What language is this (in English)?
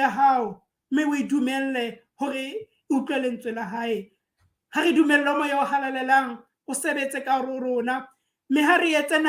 Southern Sotho